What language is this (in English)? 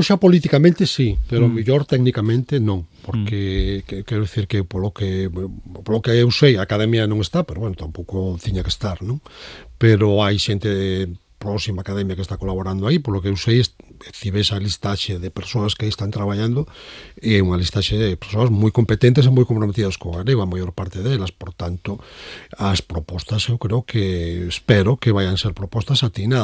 Galician